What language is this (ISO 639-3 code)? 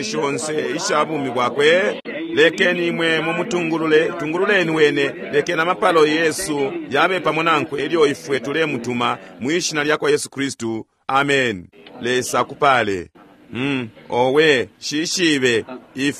bem